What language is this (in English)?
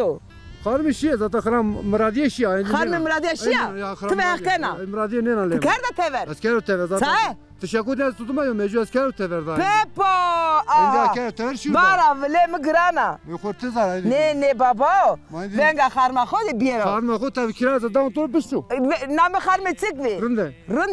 Zaza